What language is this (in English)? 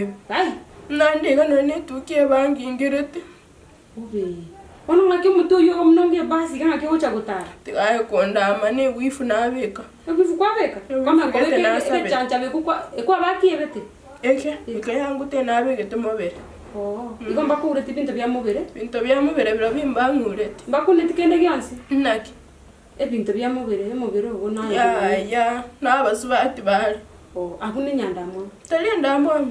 Gusii